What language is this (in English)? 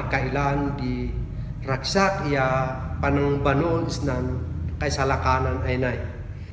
Kankanaey